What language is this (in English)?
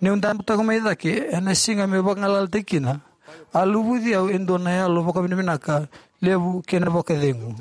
Fijian